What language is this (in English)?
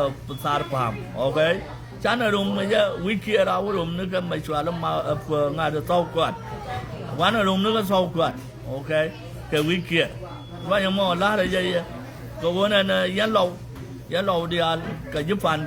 Nuer